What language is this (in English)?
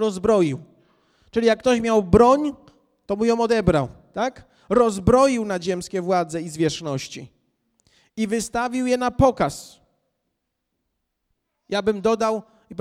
Polish